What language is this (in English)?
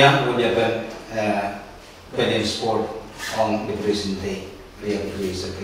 Pohnpeian